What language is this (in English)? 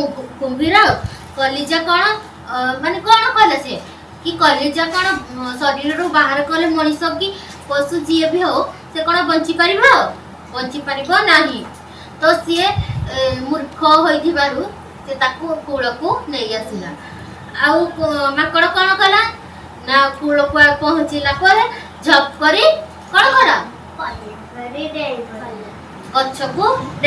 Odia